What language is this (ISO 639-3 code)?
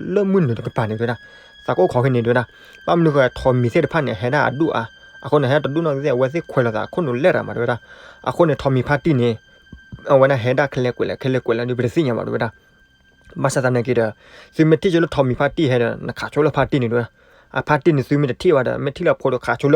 ksw